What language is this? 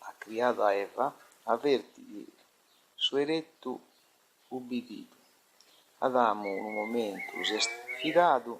Sardinian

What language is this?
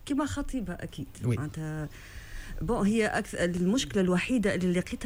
Tunisian Arabic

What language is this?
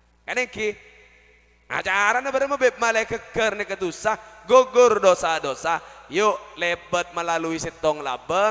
Madurese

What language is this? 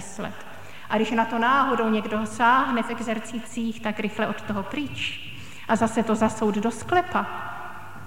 Czech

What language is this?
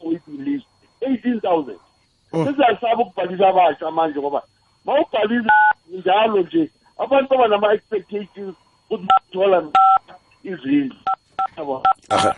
South Ndebele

